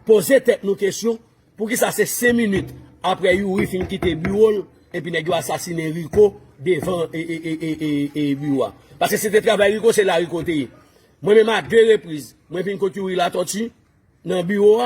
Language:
Haitian Creole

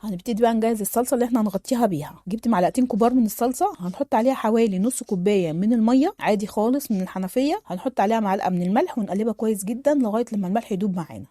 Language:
Egyptian Arabic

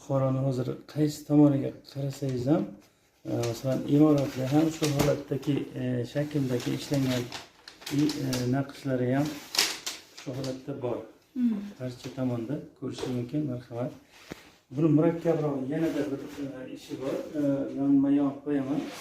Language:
Uzbek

